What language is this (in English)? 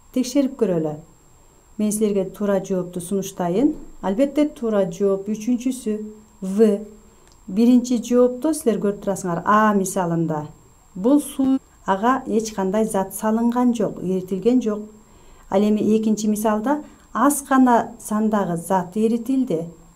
Kyrgyz